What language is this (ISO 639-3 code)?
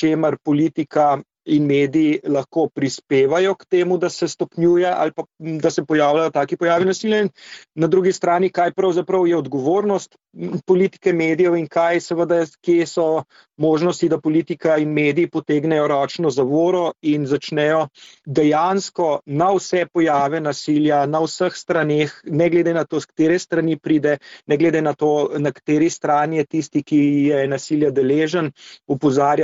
slv